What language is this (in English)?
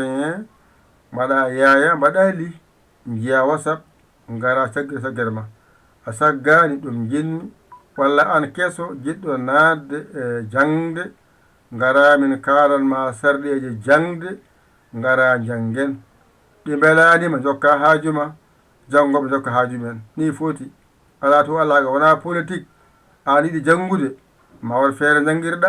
Fula